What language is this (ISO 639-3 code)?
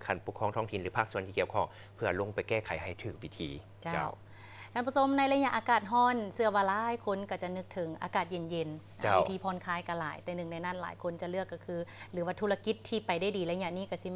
lao